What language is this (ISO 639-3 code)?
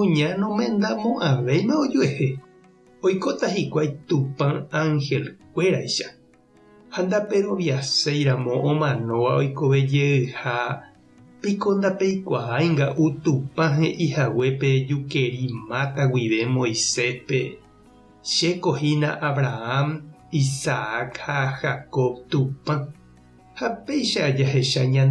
grn